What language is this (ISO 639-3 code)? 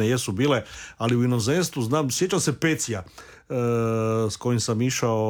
hrv